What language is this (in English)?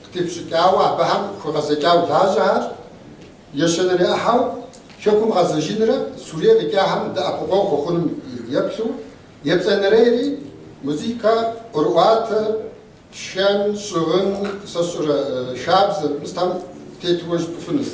Kabardian